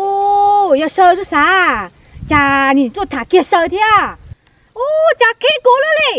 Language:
Hmong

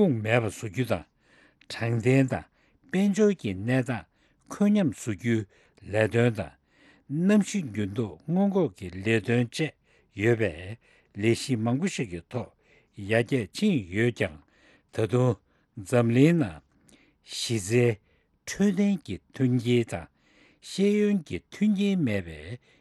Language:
Tibetan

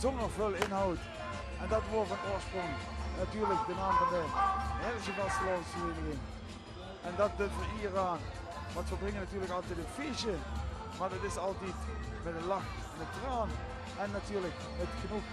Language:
Limburgish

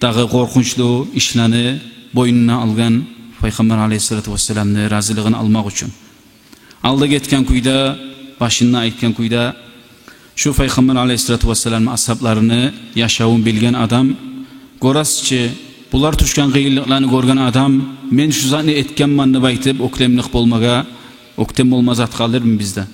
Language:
Kumyk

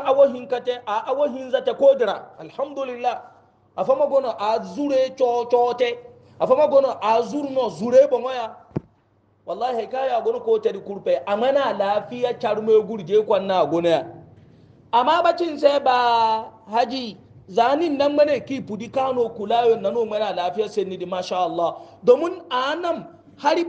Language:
Hausa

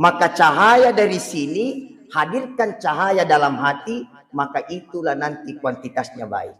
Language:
Buginese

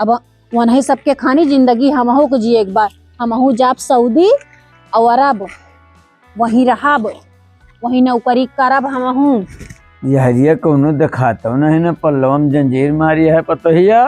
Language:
Awadhi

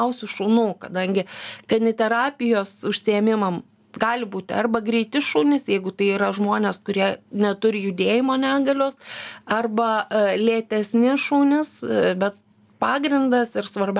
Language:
Lithuanian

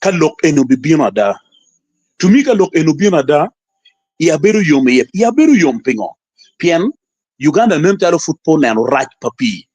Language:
Acoli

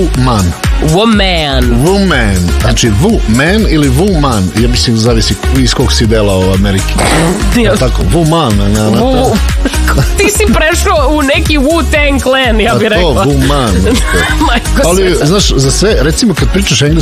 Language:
Serbian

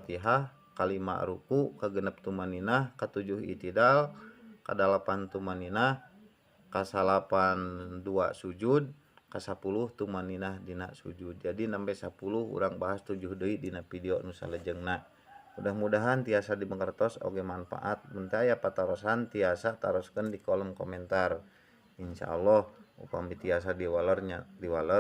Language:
Sundanese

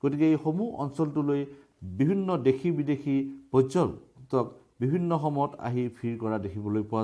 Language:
Assamese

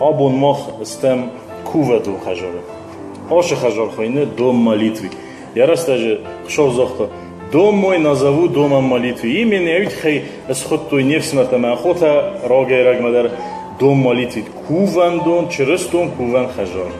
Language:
Ossetic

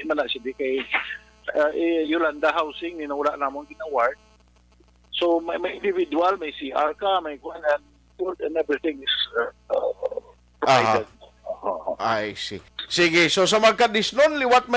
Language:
Hiligaynon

